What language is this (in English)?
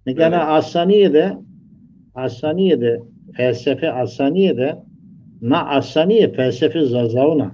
Zaza